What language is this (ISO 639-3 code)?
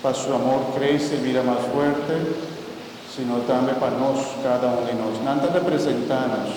pap